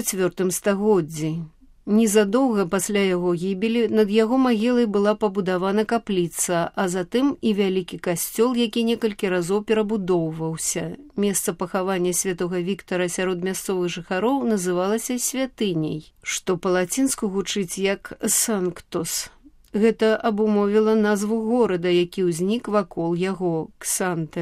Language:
Belarusian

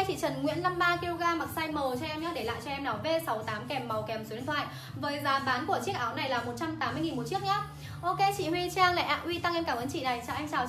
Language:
Vietnamese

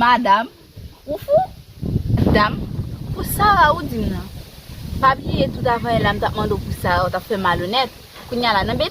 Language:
Haitian Creole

